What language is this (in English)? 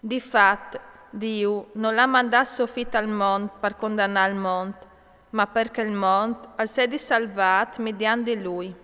Friulian